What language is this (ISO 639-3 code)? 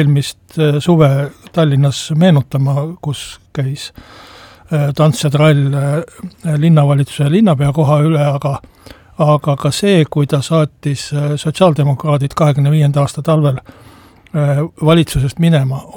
est